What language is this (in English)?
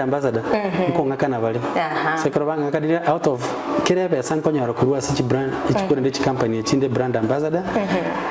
Gusii